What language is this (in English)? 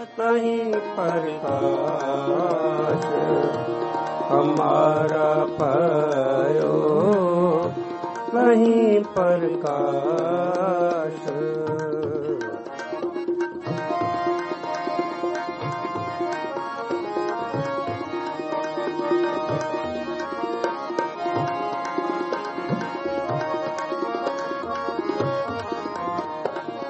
Punjabi